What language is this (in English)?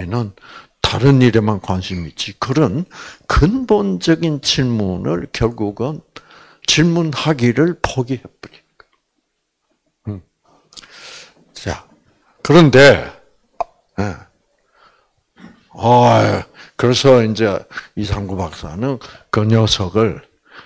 Korean